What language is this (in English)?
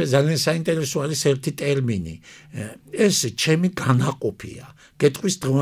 Georgian